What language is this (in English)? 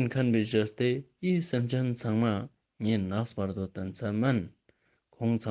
Ladakhi